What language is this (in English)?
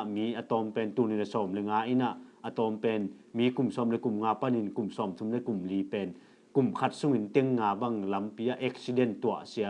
Tedim Chin